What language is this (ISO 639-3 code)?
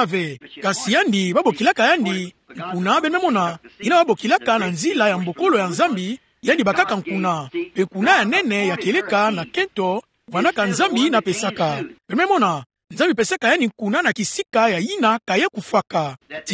ktu